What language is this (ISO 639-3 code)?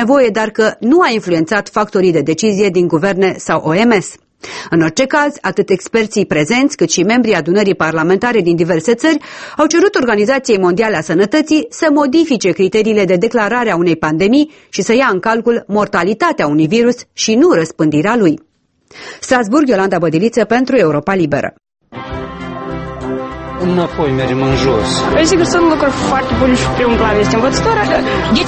ron